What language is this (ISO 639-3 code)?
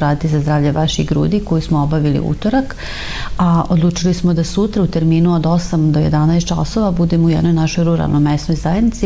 srp